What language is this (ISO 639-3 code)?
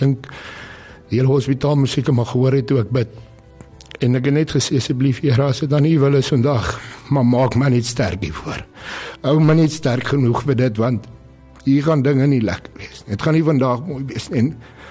afr